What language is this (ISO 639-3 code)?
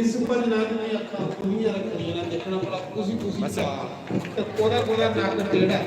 doi